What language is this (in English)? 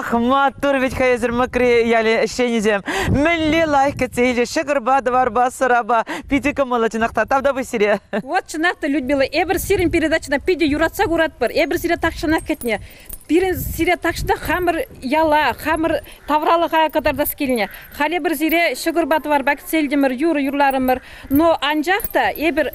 Chuvash